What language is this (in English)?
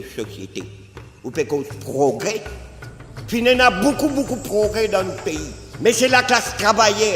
Morisyen